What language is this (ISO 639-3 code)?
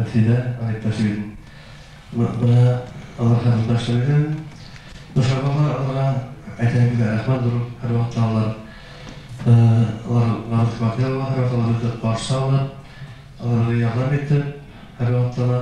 bak